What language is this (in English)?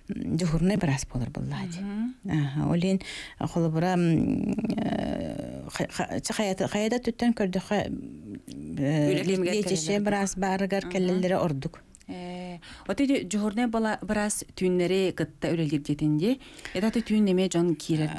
Yakut